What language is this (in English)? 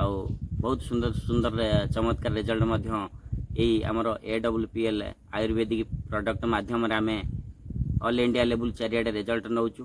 Odia